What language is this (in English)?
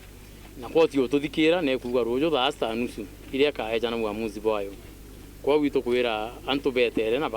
Meru